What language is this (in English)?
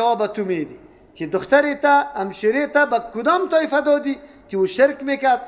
Persian